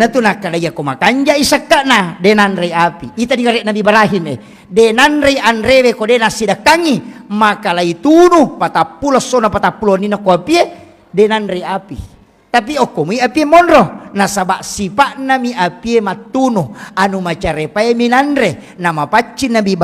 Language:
Buginese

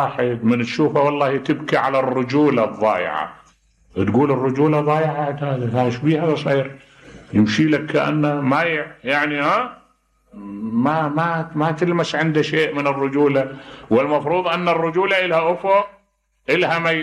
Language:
Mesopotamian Arabic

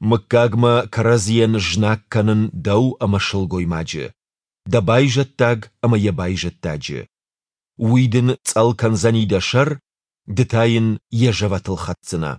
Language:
Ossetic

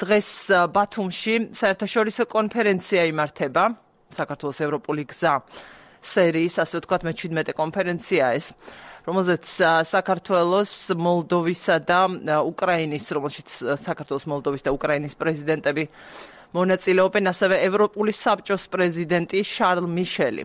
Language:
Georgian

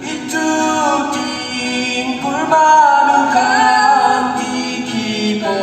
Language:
Naga Pidgin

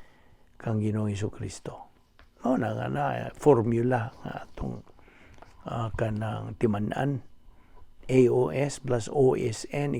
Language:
Cebuano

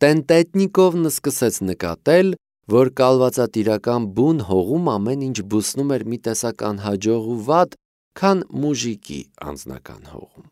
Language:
Armenian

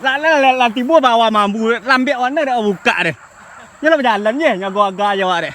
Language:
Minangkabau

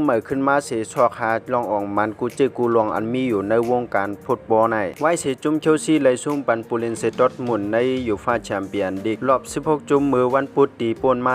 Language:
Shan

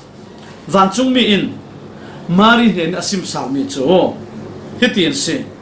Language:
Falam Chin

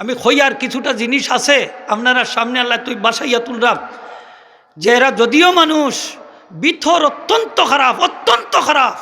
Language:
Sylheti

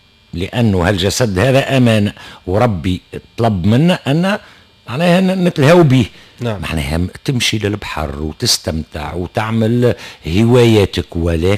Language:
Tunisian Arabic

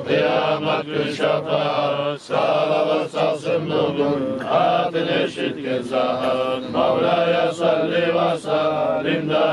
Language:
Kumyk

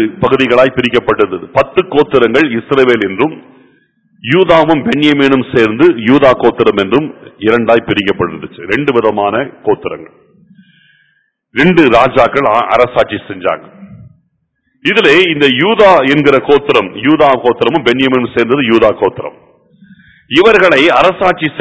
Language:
Tamil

